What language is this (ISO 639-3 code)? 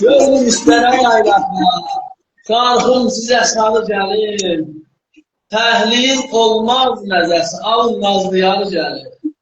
azb